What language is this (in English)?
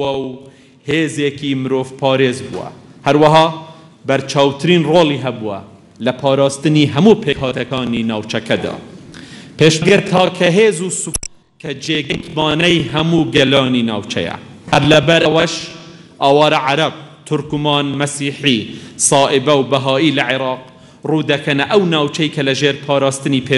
Central Kurdish